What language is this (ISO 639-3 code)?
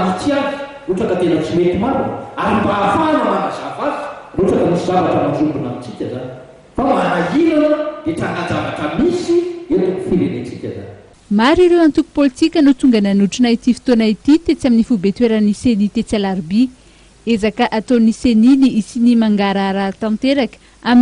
mlg